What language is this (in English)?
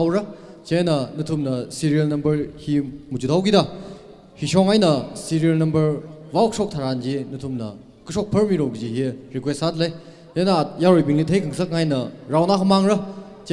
Tangkhul Naga (India)